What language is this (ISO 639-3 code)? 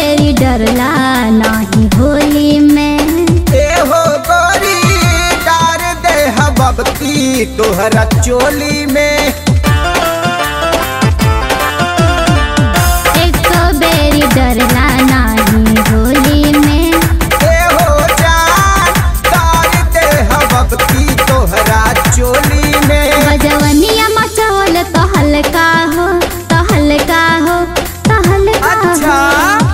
bho